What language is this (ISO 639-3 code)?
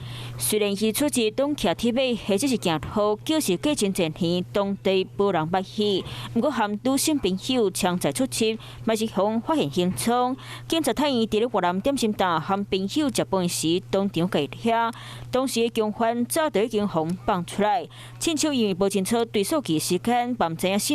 nan